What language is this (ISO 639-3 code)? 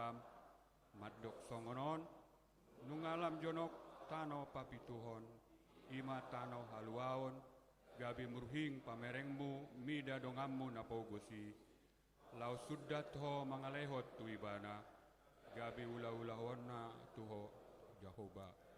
bbc